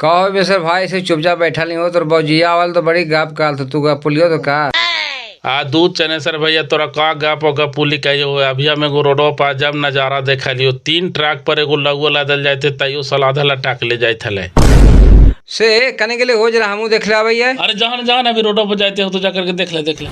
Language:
Magahi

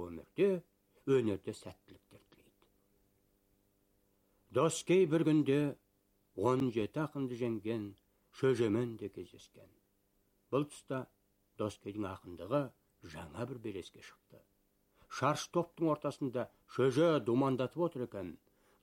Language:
Kazakh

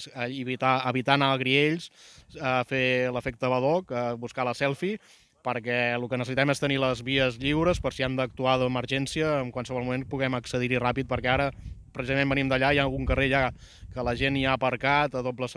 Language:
Catalan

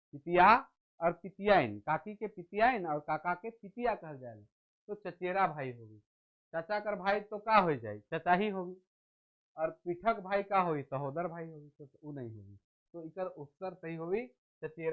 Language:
Sadri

